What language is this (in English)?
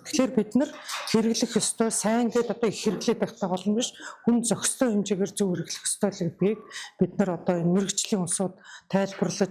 Mongolian